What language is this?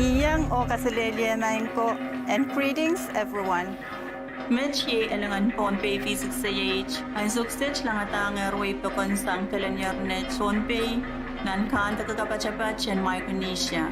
Pohnpeian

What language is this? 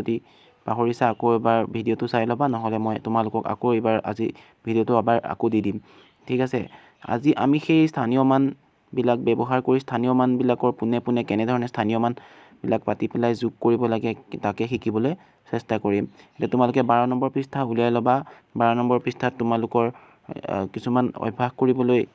Assamese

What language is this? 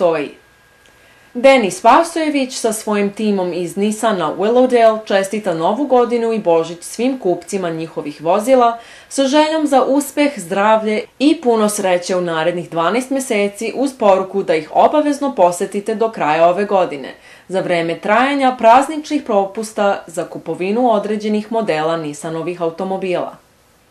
Serbian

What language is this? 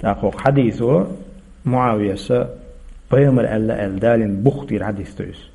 Chechen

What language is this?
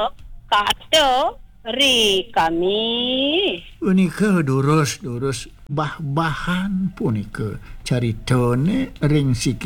Balinese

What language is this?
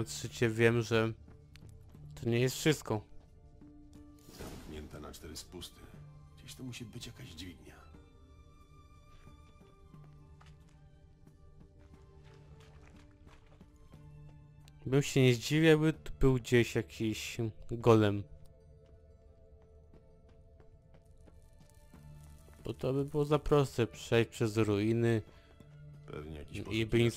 Polish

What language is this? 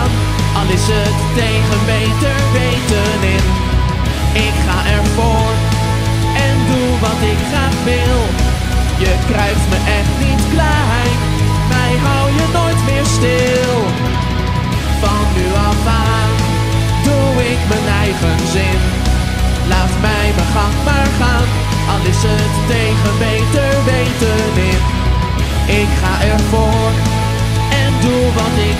Dutch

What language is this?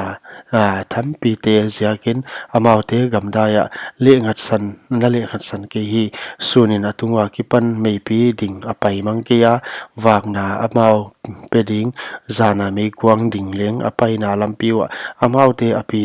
Paite Chin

